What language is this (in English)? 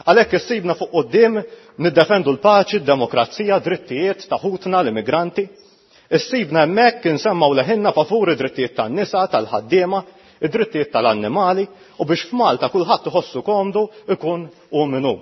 Maltese